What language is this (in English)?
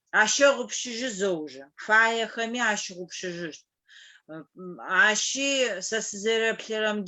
Adyghe